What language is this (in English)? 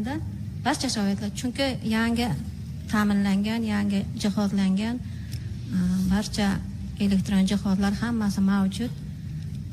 Uzbek